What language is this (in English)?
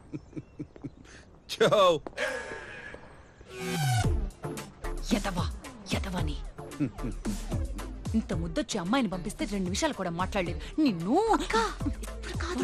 Telugu